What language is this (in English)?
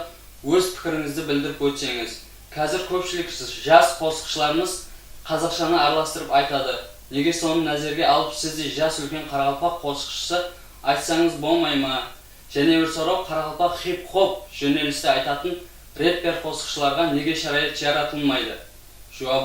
Kara-Kalpak